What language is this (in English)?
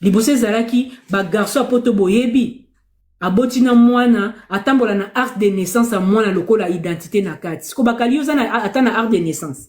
Lingala